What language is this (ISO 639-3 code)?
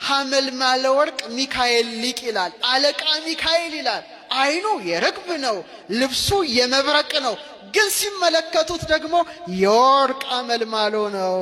amh